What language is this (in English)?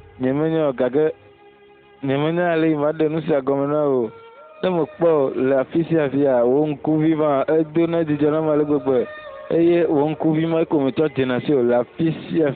Ewe